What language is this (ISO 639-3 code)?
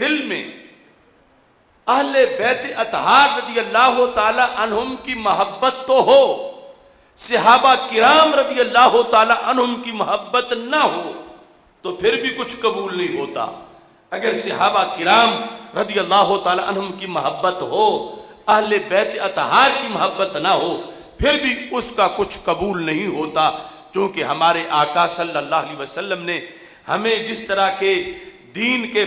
urd